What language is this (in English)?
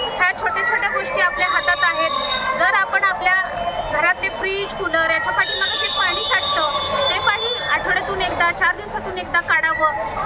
Marathi